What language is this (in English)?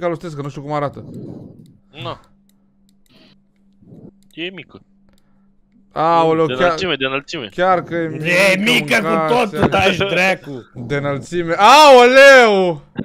Romanian